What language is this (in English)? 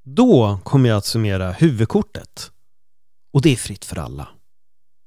Swedish